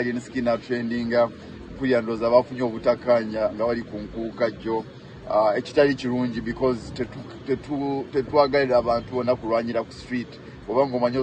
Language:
Ganda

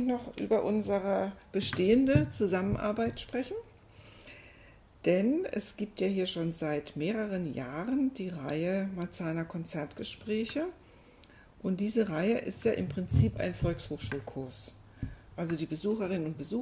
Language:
German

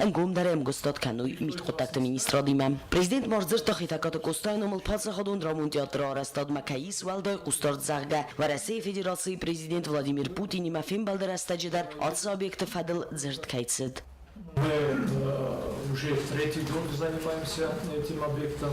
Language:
Ossetic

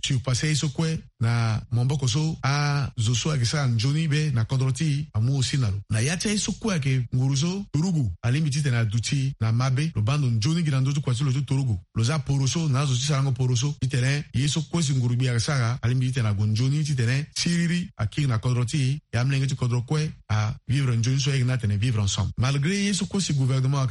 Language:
Sango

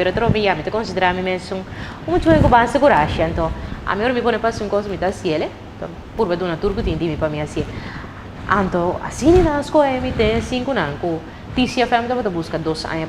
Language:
Papiamento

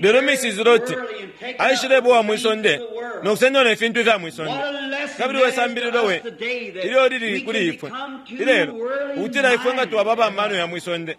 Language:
Bemba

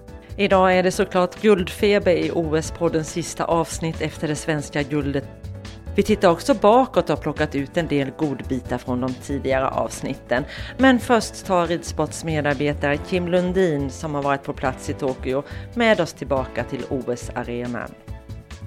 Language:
Swedish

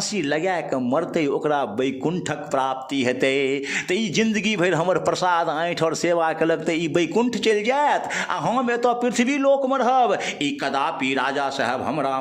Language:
Maithili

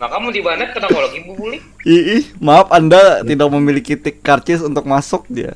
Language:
Banjar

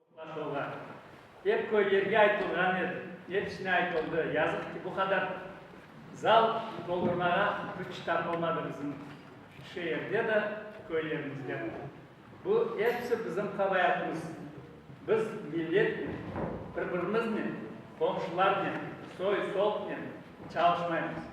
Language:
Crimean Tatar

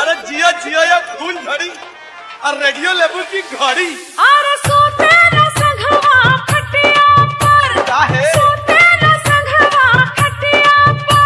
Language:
Bhojpuri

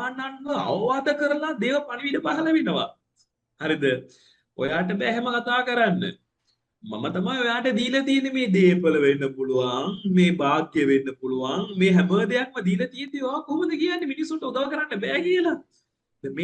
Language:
Sinhala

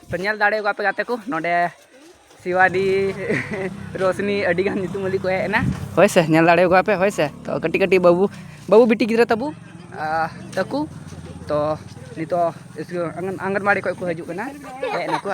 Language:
Santali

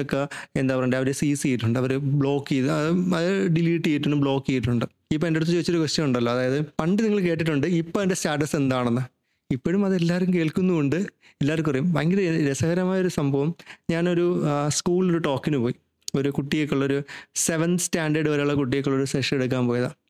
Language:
Malayalam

